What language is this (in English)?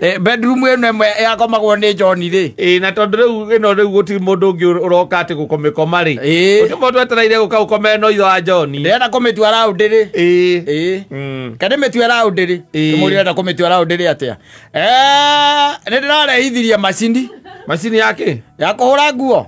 Kikuyu